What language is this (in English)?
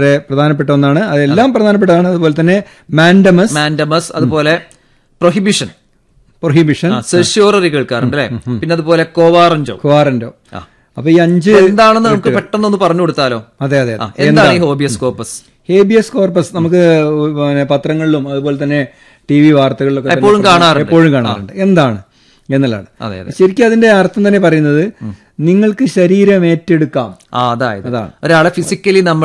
Malayalam